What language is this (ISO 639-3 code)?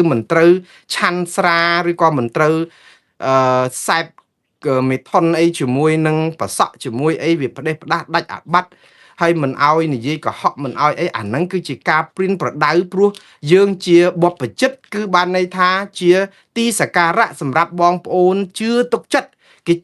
khm